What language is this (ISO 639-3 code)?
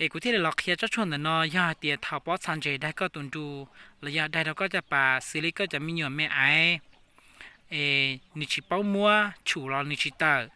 hmn